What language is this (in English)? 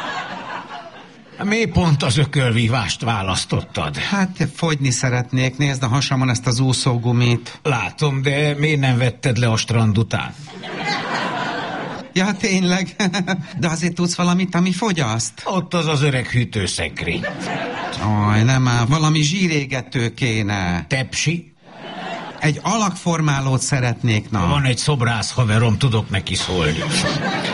Hungarian